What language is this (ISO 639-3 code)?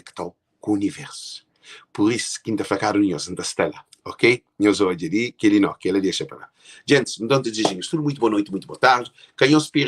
kea